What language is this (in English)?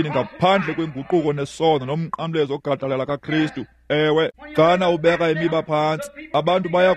Xhosa